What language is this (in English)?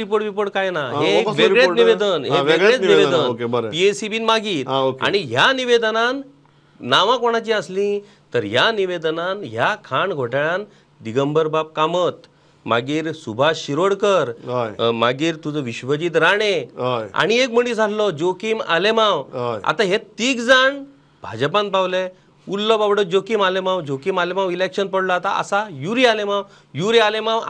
Konkani